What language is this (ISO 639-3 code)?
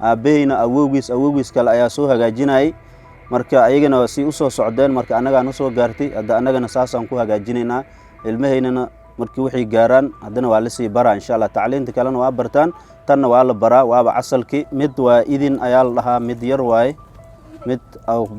som